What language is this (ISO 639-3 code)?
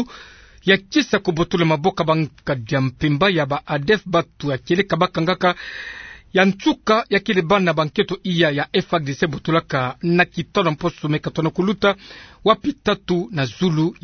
ktu